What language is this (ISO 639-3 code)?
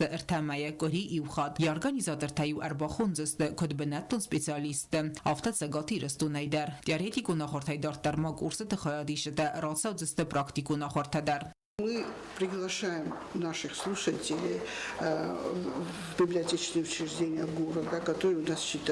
oss